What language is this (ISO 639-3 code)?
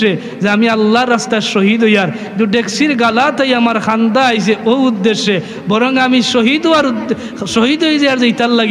syl